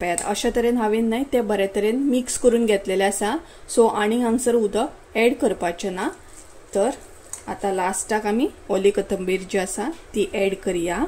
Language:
Konkani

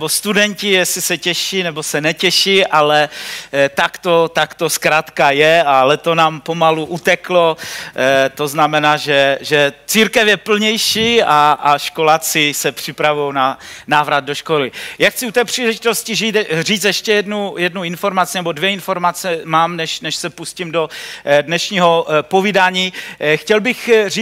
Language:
Czech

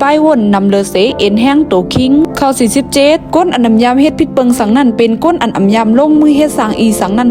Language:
Shan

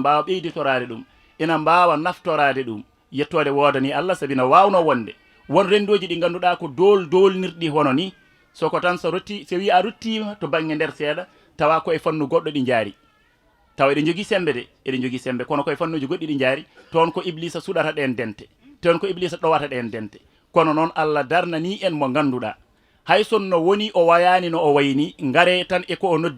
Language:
Fula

